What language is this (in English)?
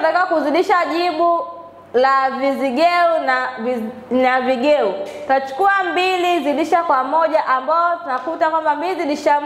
Swahili